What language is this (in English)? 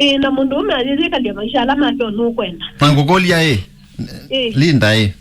Kamba